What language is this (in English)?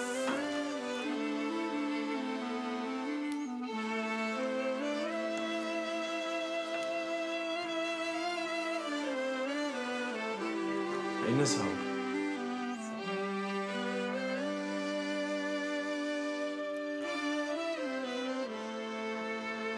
Turkish